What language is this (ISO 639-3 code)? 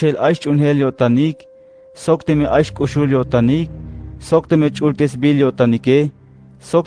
tzh